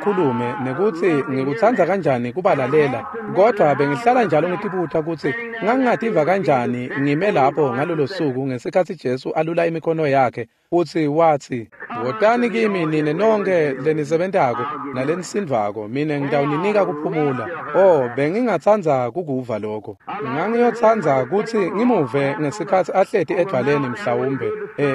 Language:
Swati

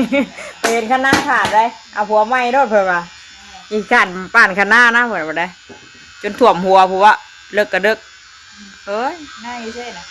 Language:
Northeastern Thai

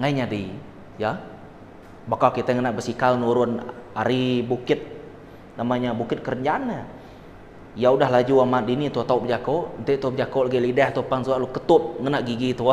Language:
Iban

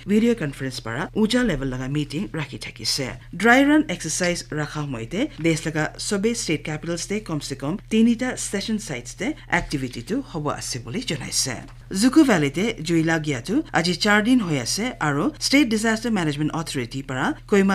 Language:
Naga Pidgin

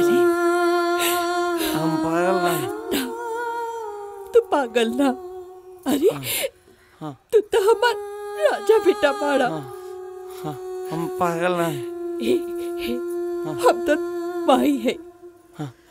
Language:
Bhojpuri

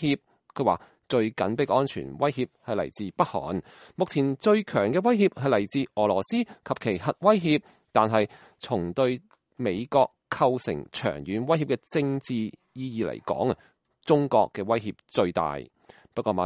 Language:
Cantonese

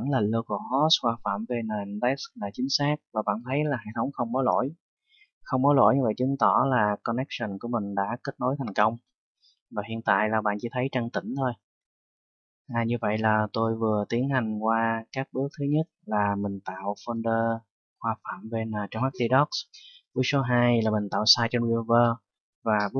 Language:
Vietnamese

